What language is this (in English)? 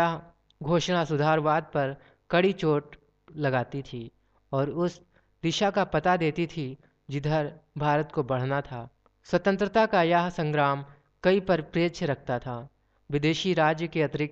Hindi